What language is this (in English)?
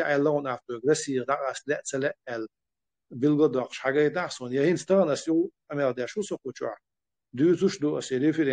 Chechen